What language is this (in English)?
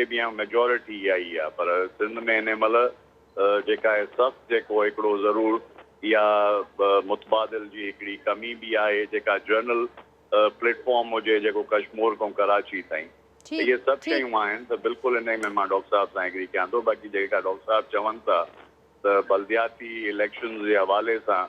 Sindhi